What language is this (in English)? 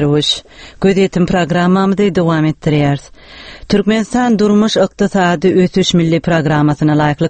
Turkmen